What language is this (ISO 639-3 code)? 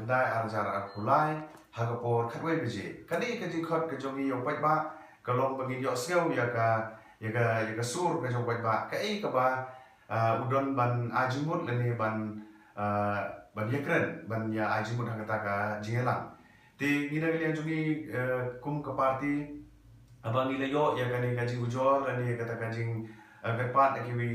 kha